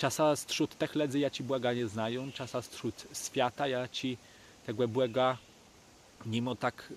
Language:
Kashubian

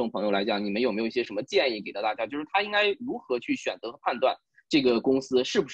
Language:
Chinese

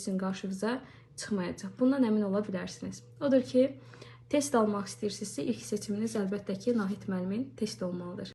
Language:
Azerbaijani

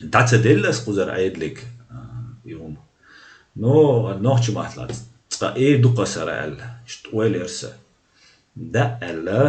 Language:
Chechen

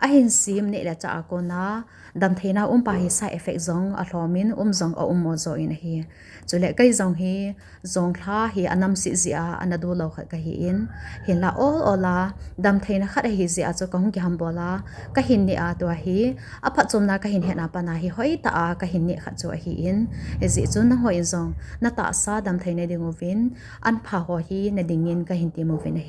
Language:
Thado Chin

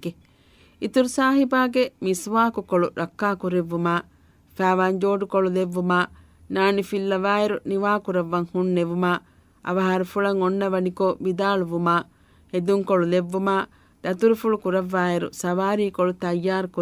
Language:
Divehi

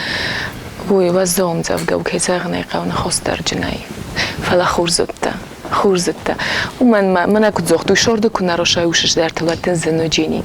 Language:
Ossetic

